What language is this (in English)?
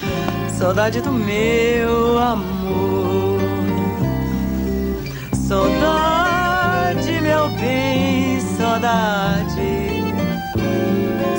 Portuguese